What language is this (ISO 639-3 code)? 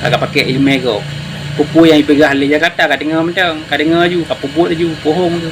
ace